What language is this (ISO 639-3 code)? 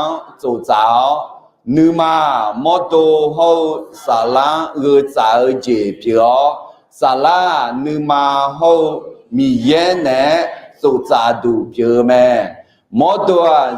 ahk